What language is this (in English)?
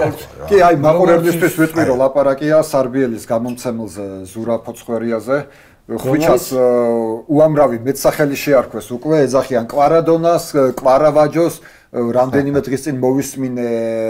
Georgian